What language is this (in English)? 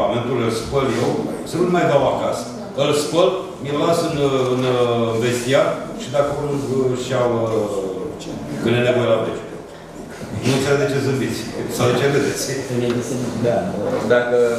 Romanian